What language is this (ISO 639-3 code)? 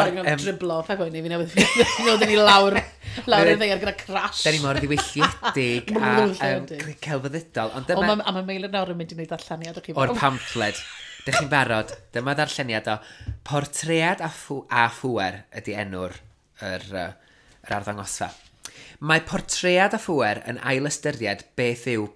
cym